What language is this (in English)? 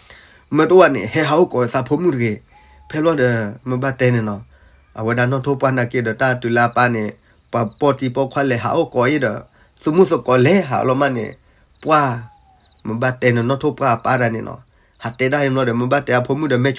S'gaw Karen